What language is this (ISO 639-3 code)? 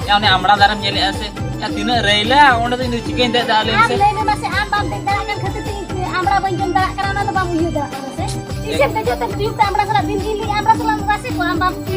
sat